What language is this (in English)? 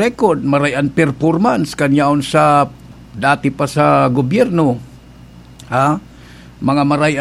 Bikol